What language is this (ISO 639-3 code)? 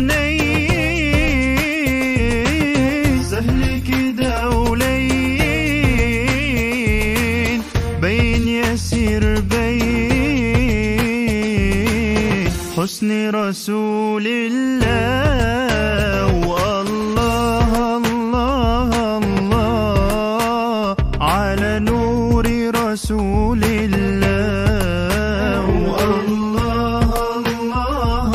msa